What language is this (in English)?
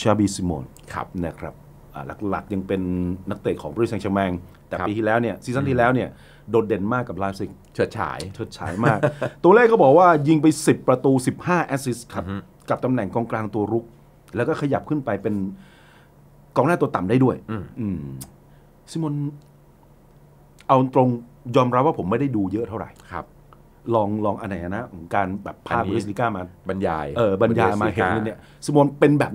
Thai